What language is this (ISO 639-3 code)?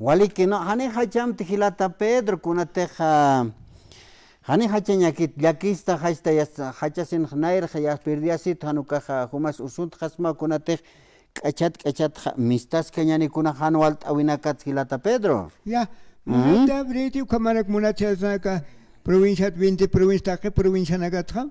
aym